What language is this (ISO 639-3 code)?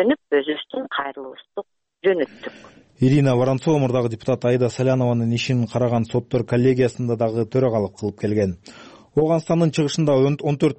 kir